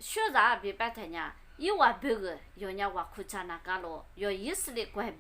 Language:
Lisu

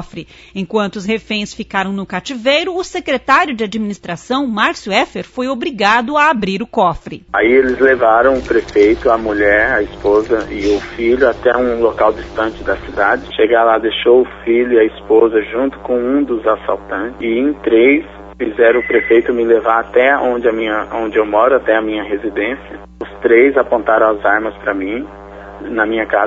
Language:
Portuguese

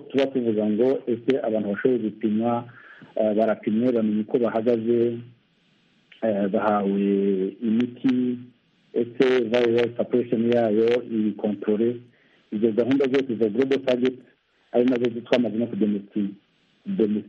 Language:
Kinyarwanda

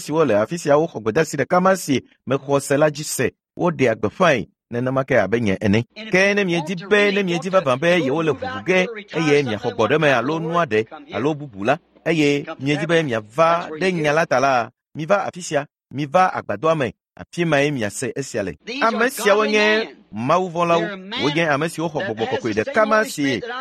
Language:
Ewe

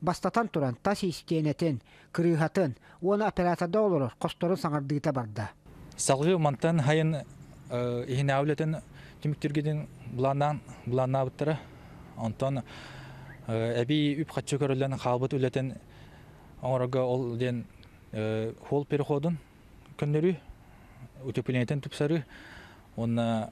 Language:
Yakut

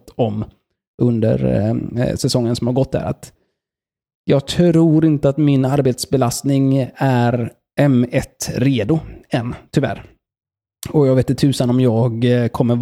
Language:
Swedish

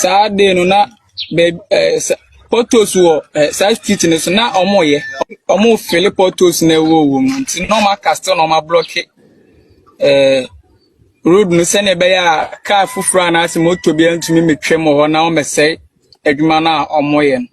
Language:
Akan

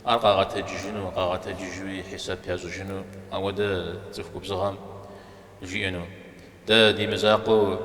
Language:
Kabardian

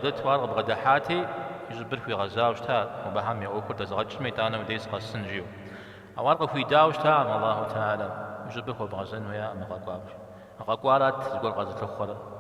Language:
Kabardian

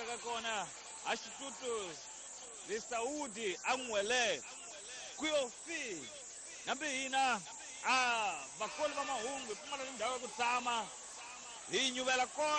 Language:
Tsonga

